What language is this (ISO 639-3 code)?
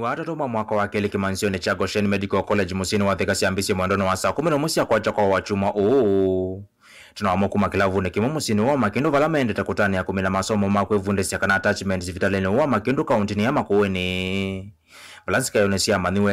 kam